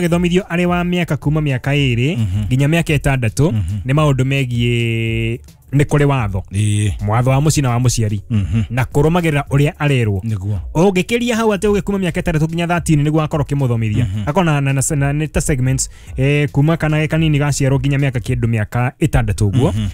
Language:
Kikuyu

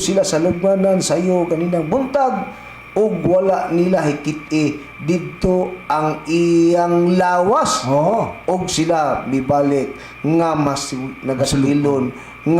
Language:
Cebuano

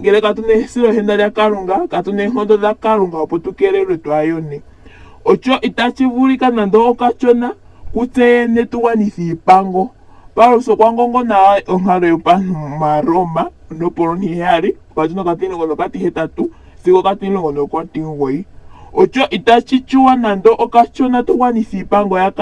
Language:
Ndonga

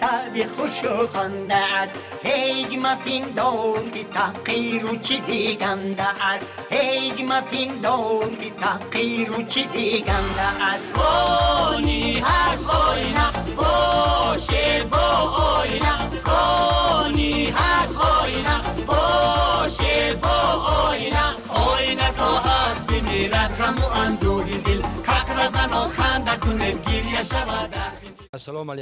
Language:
Tajik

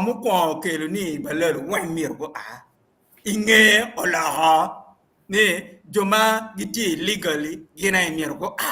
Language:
Acoli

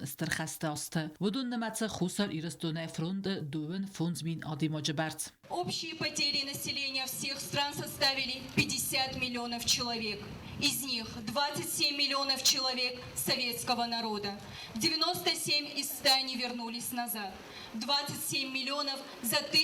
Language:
Ossetic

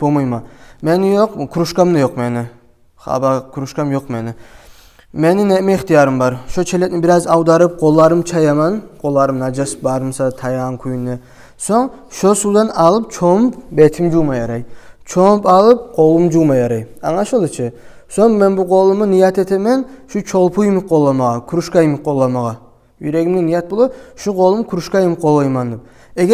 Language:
Kumyk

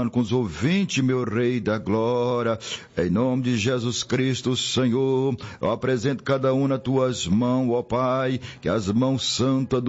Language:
Portuguese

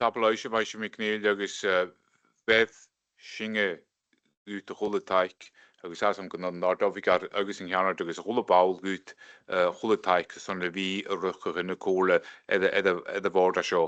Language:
Scottish Gaelic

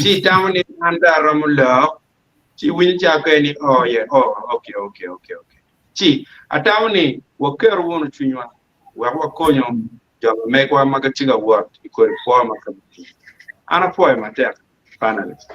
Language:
Acoli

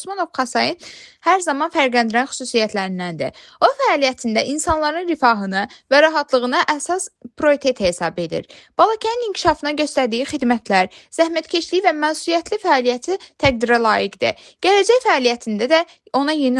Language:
Azerbaijani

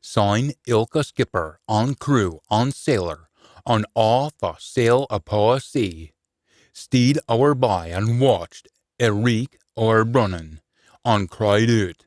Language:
Scots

